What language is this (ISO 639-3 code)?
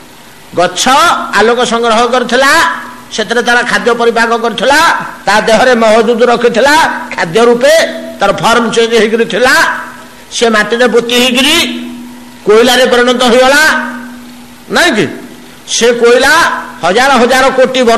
ori